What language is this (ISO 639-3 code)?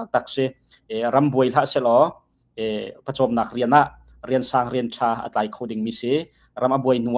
cnh